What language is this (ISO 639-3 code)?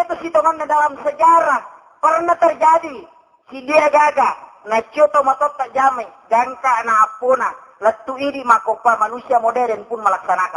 bug